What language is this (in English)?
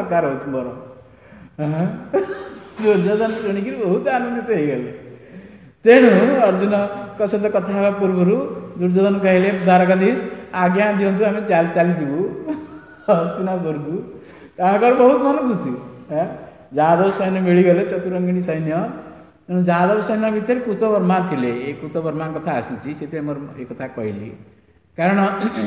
Odia